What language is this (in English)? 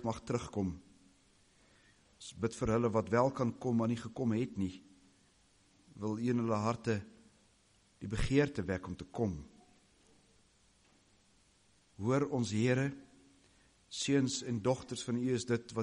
Afrikaans